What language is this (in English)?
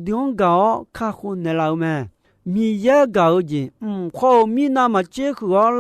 Akha